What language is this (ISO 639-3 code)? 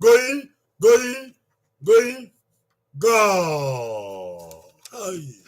bin